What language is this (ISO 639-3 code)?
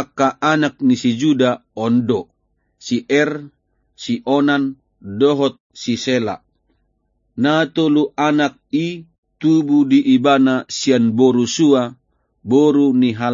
bbc